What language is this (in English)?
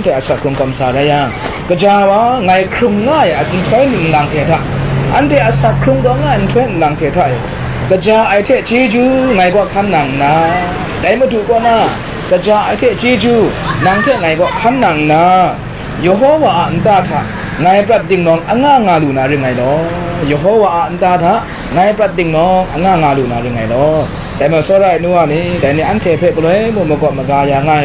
Kachin